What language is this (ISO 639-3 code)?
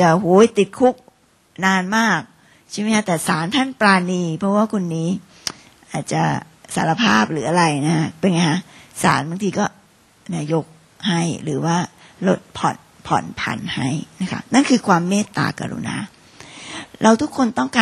tha